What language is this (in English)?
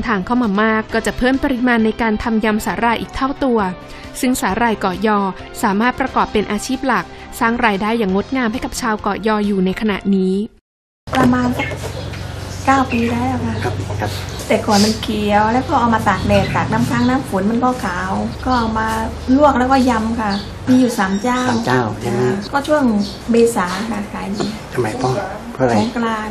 Thai